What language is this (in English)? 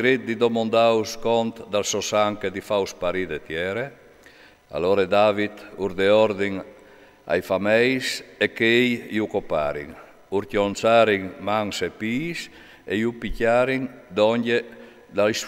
Friulian